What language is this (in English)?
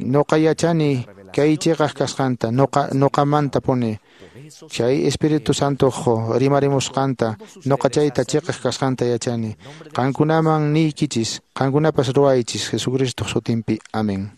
Quechua